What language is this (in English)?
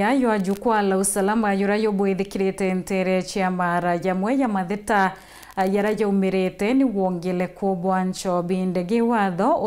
Meru